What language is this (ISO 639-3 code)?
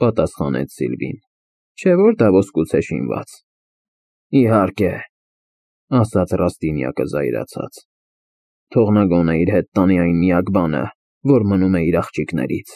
hye